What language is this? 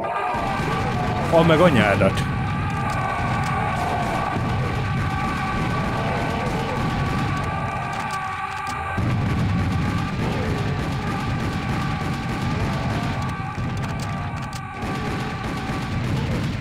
Hungarian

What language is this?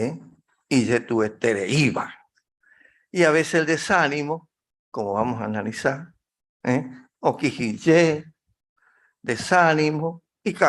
Guarani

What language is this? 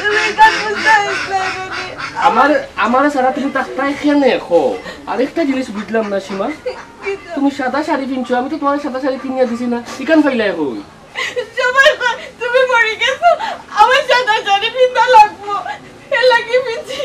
Sylheti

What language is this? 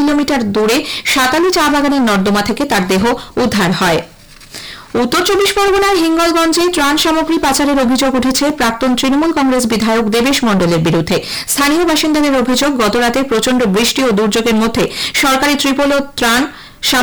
Bangla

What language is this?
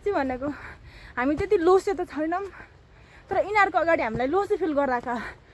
Nepali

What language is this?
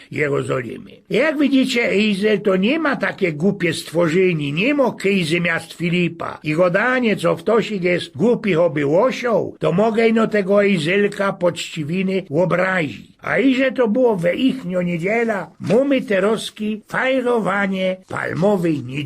Silesian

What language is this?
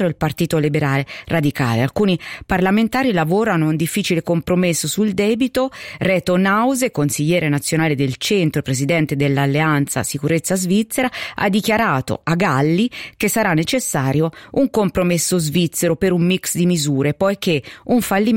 Italian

